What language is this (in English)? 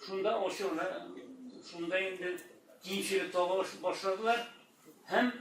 Tatar